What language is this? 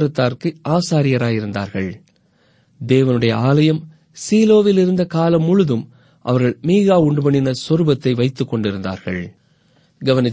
Tamil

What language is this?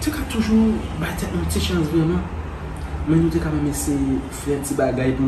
Haitian Creole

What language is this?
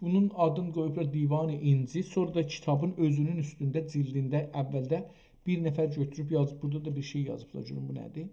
South Azerbaijani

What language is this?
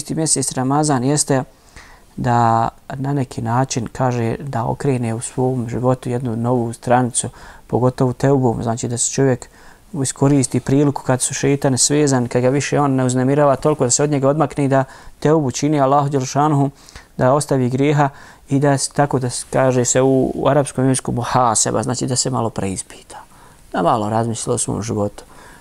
Bosnian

